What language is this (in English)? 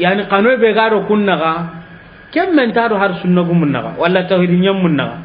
Soninke